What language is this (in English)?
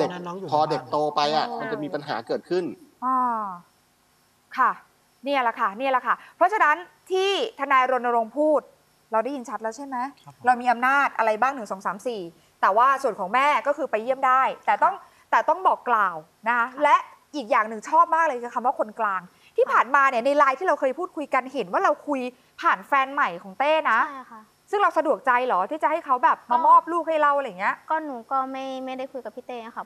Thai